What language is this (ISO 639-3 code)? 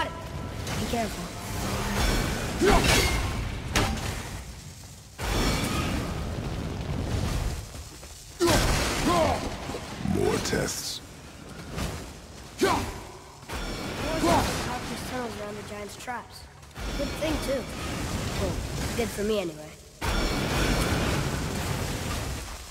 eng